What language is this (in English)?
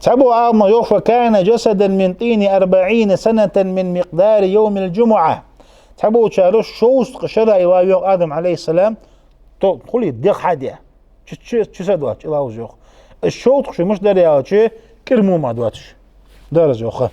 Ingush